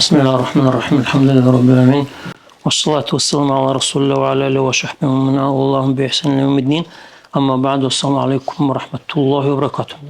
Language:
Dargwa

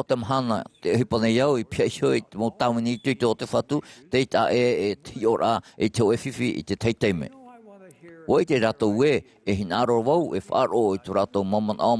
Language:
Tahitian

